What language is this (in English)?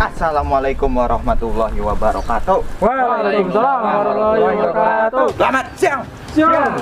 Betawi